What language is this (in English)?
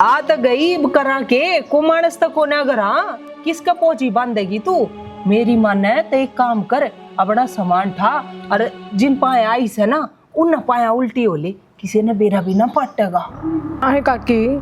Haryanvi